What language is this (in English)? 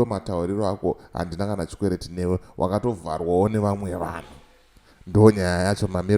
Shona